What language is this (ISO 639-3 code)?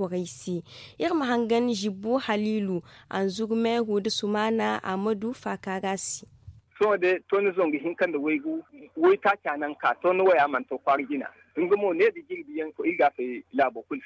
dje